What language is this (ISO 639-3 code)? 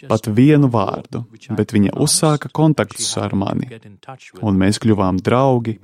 lav